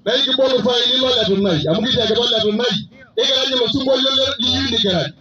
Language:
Masai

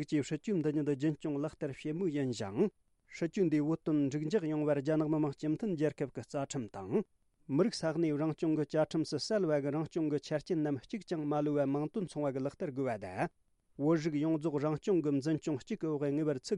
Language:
Tibetan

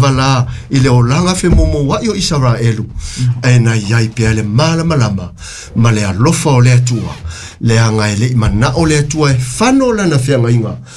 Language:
Samoan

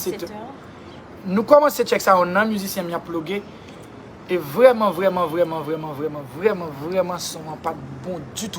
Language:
Haitian Creole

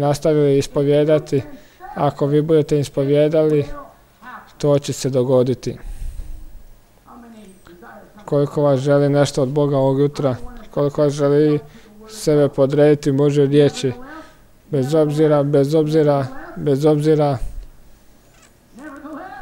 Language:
Croatian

